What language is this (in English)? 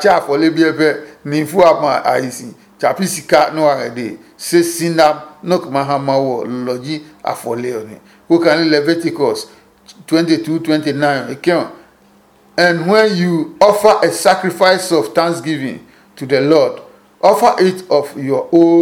Adangme